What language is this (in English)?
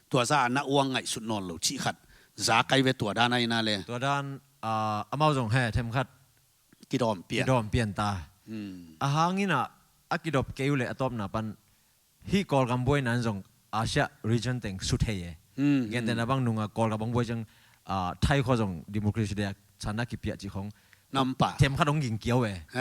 Tedim Chin